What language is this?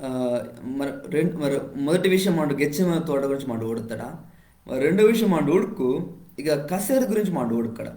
Koya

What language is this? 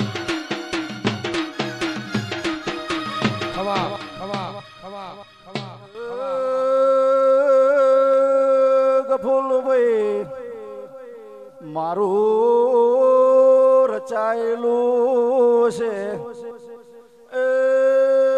Gujarati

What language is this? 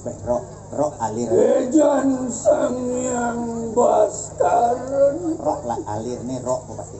Balinese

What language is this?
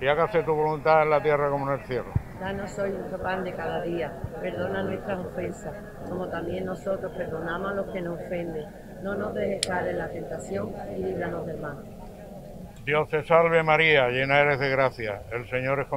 Spanish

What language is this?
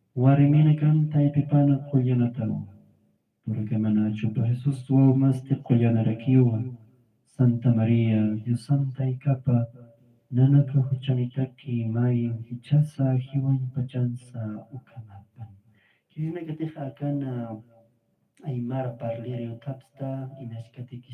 Aymara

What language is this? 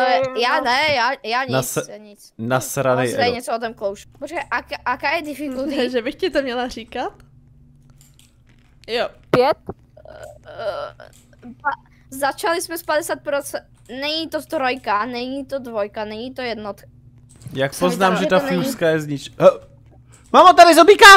Czech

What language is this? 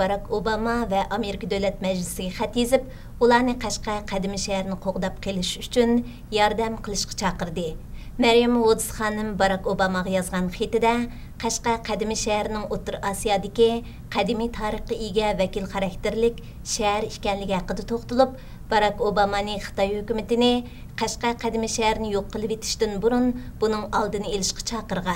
Uyghur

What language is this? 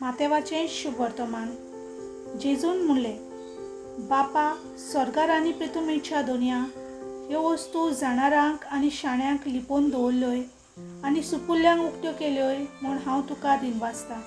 Konkani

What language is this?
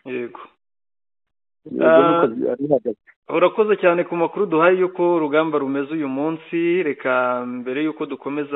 Kinyarwanda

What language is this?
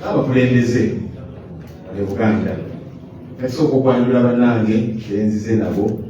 Ganda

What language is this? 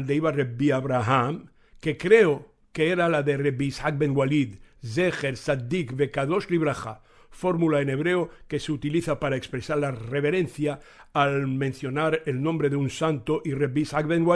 Ladino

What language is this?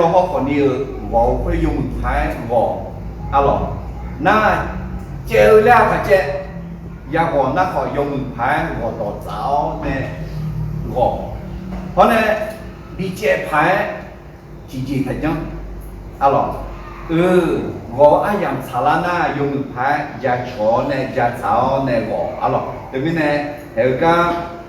Akha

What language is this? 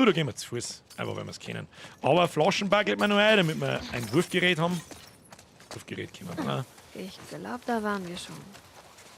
Bavarian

